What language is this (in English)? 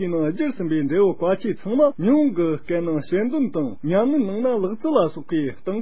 Tibetan